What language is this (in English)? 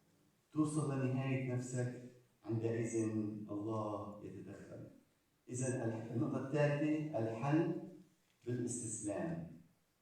Egyptian Arabic